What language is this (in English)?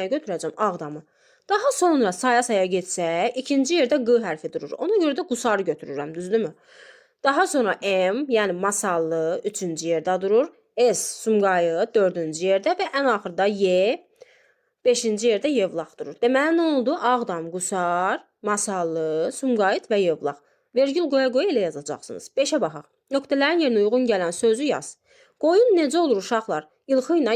Azerbaijani